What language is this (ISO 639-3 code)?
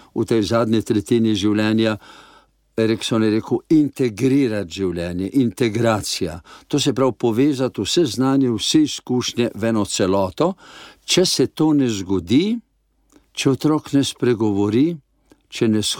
slv